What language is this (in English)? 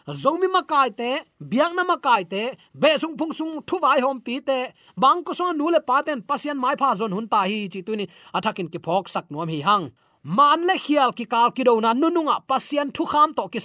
Tedim Chin